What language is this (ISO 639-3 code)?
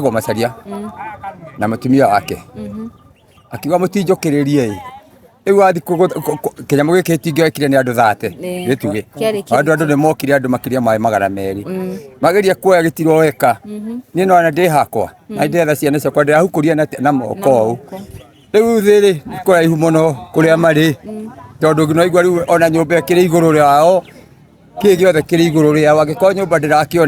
kik